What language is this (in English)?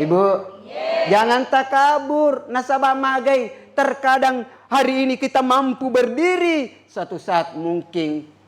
Buginese